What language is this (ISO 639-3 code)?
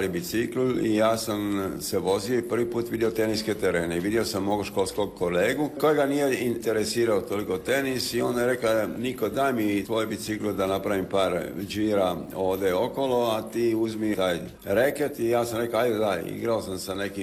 hrv